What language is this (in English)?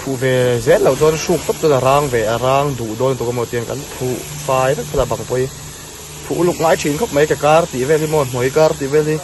Mizo